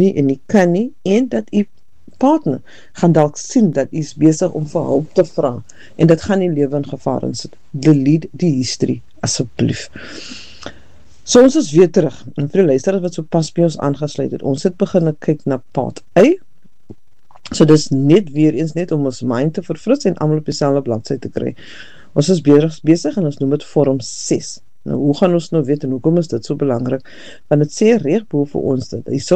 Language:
Afrikaans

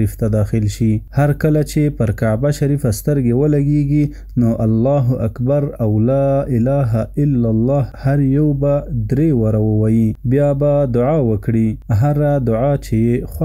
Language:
Pashto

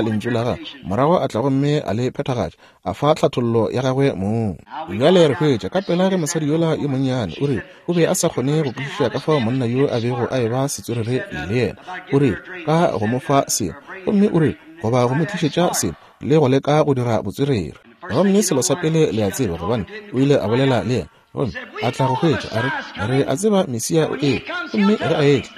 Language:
Northern Sotho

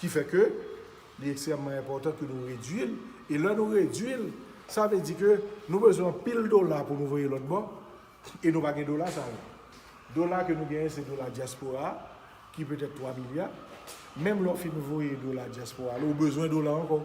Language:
Haitian Creole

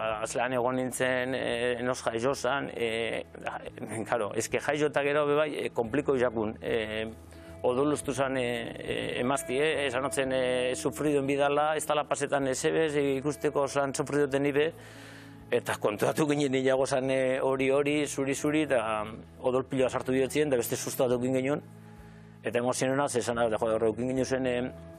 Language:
Basque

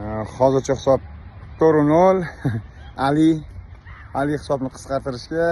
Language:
Uzbek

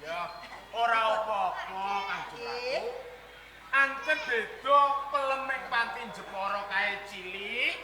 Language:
Javanese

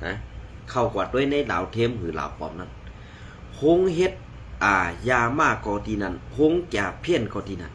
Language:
Shan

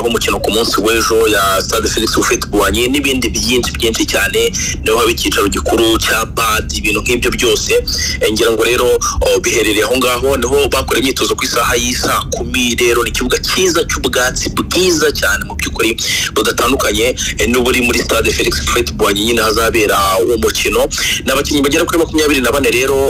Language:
Kinyarwanda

